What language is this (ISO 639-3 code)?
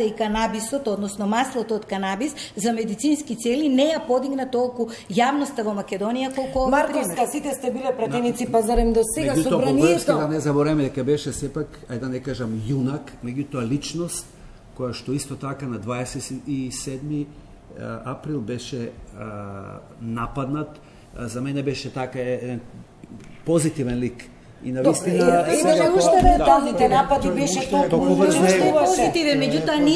mkd